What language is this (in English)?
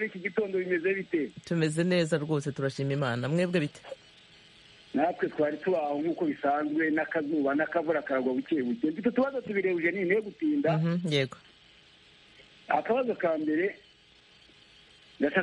Kinyarwanda